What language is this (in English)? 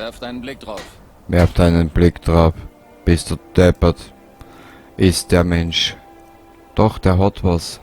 Bavarian